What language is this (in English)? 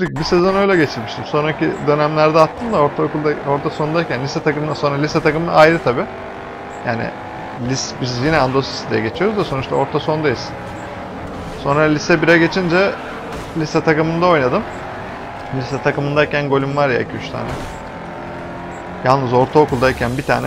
Turkish